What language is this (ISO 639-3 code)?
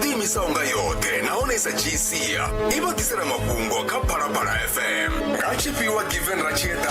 ven